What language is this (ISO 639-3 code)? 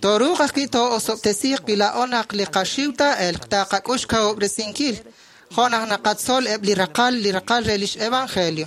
kek